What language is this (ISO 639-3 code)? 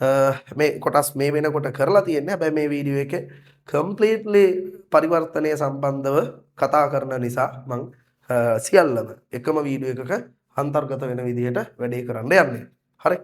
sin